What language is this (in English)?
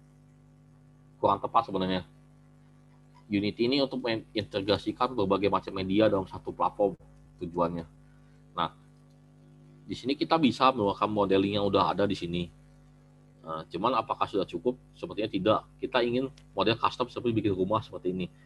Indonesian